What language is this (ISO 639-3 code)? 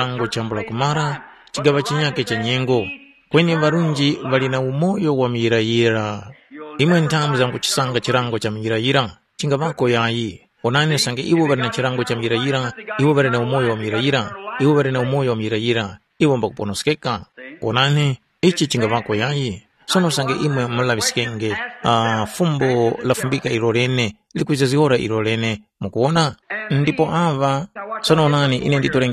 tum